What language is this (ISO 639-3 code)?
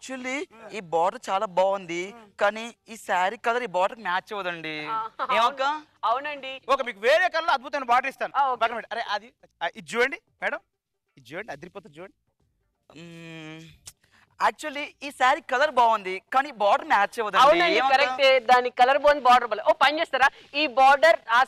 tel